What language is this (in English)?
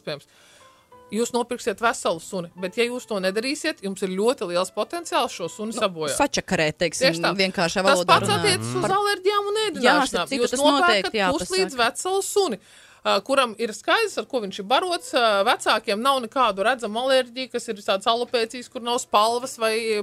Latvian